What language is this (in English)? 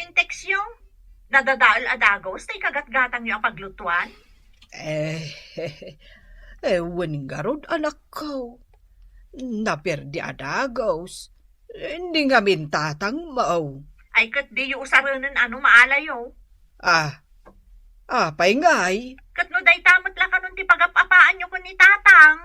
Iloko